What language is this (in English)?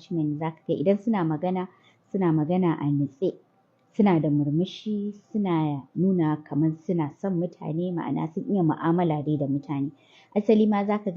Hausa